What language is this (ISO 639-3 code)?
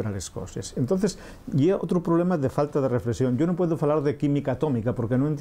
ast